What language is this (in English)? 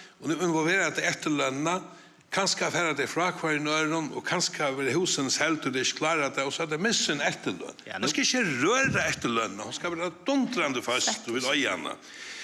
Faroese